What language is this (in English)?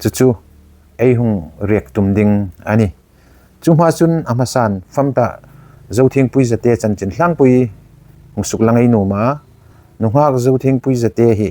Hmar